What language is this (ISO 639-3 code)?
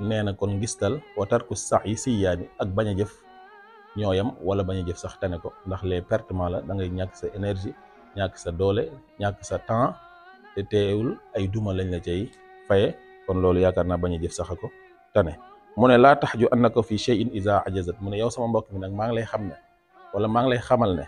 wol